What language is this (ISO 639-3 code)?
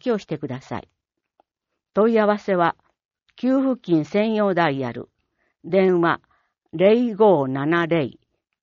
jpn